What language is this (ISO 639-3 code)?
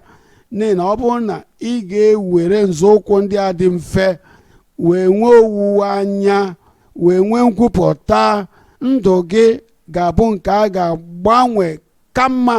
ibo